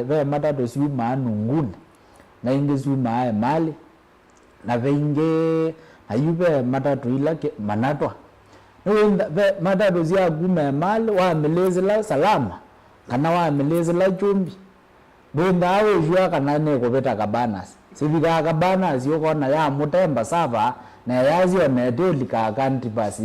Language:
Kamba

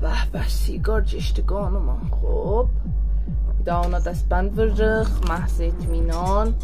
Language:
South Azerbaijani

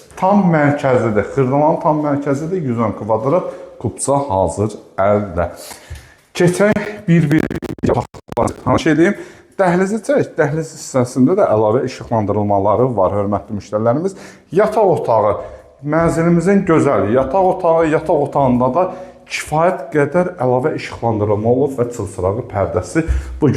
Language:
Azerbaijani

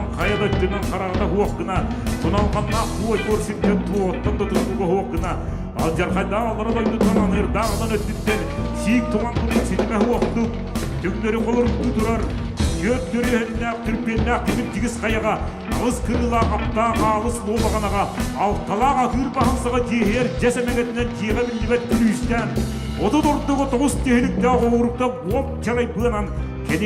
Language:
Yakut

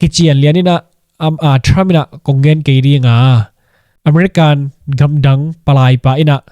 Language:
Tedim Chin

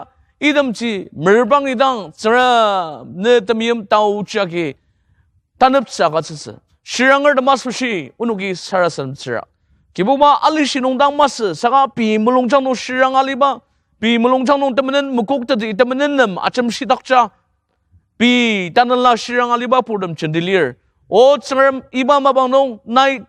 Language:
Ao Naga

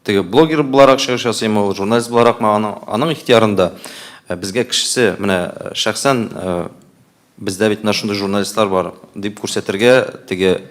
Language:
Tatar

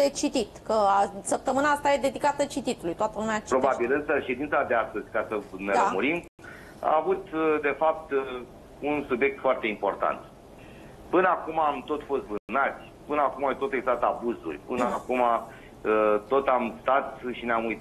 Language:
Romanian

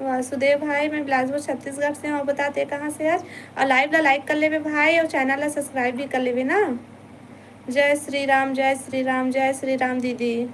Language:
Chhattisgarhi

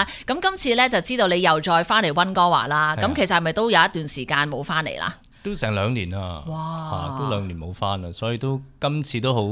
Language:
Cantonese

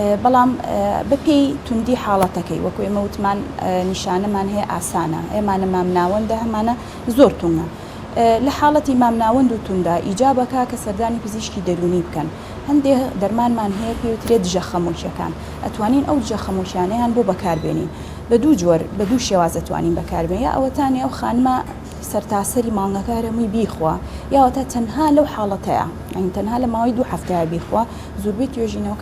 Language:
Central Kurdish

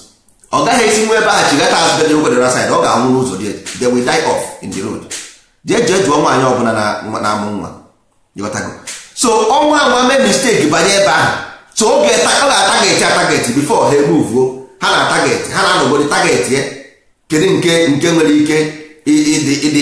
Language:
Igbo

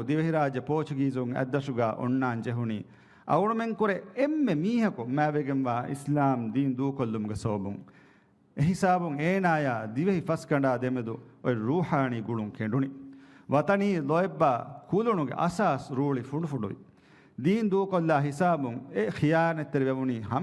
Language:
Divehi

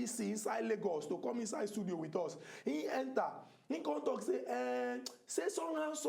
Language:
Nigerian Pidgin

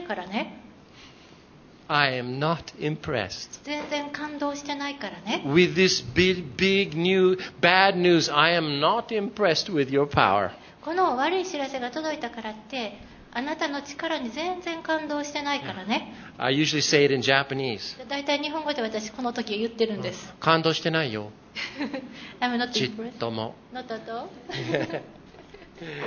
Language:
Japanese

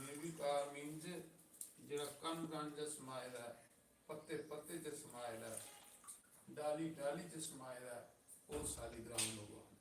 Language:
Dogri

